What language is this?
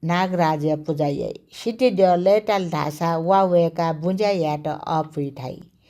Newari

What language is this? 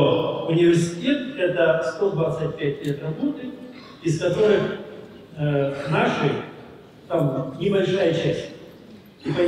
Russian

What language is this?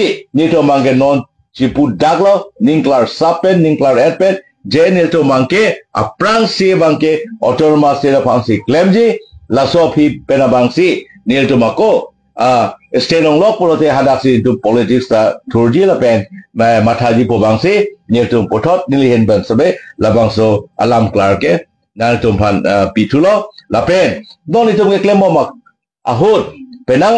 Karbi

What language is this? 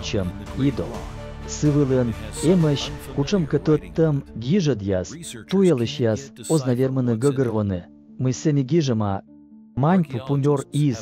Komi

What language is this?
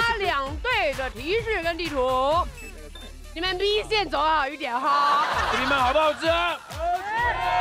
Chinese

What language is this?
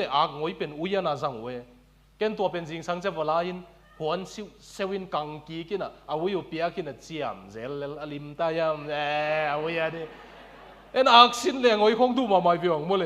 Tedim Chin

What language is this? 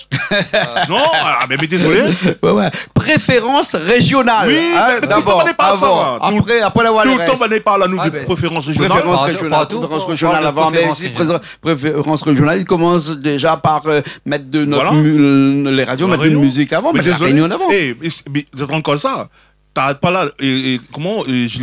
Réunion Creole French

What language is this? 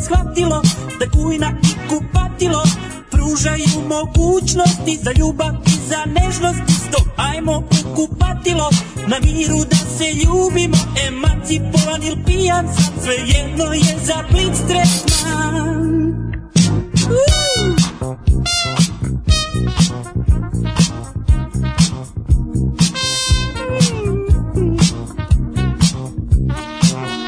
Serbian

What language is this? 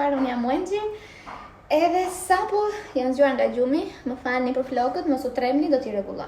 Albanian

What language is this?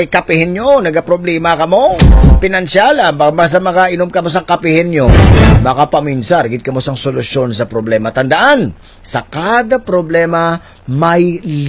Hiligaynon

